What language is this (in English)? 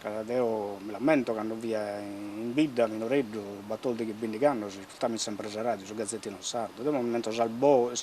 Sardinian